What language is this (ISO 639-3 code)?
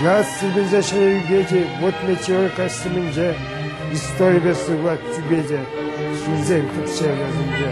chv